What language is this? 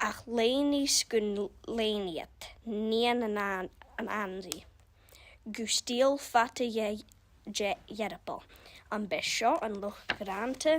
Scottish Gaelic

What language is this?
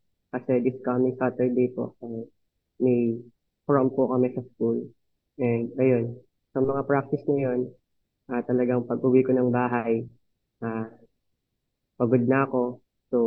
Filipino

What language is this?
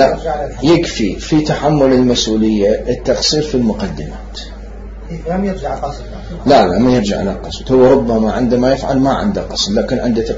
Mesopotamian Arabic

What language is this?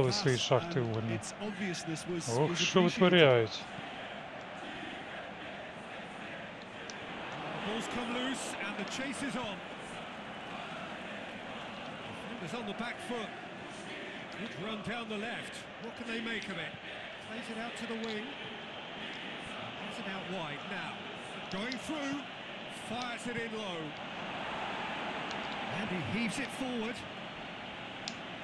Ukrainian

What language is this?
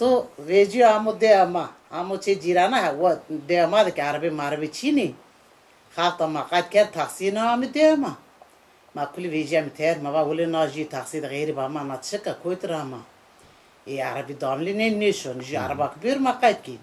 Zaza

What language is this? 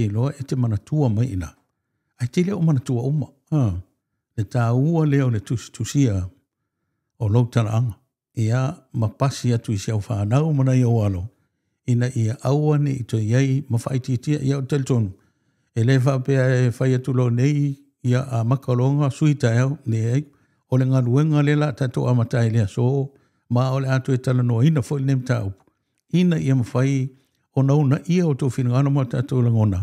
Samoan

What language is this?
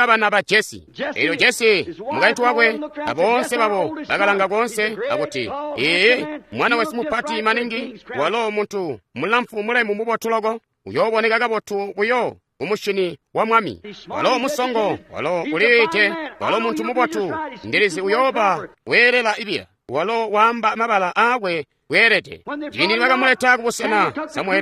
Tonga (Zambia)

